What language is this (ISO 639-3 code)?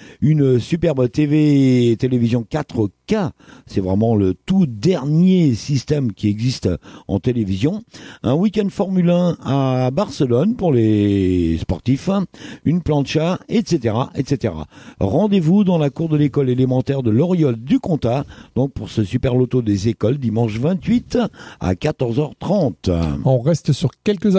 fra